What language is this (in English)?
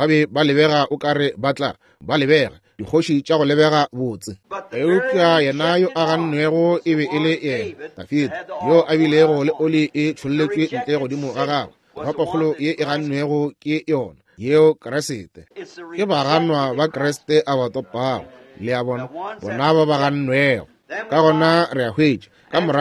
Northern Sotho